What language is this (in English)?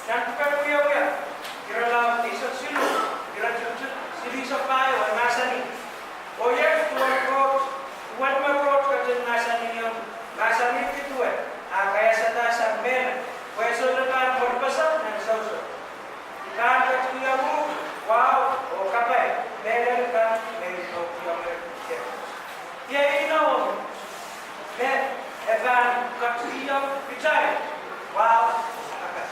Pohnpeian